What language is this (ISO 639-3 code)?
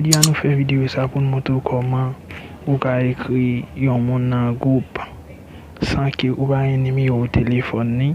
hat